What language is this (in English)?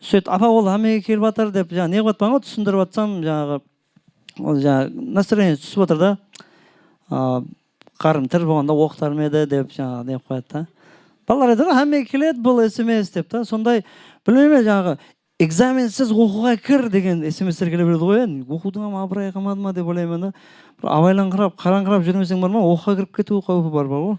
Kara-Kalpak